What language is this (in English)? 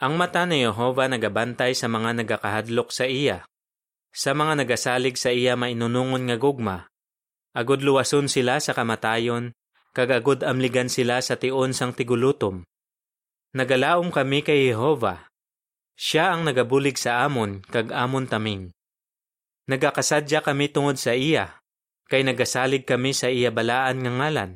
Hiligaynon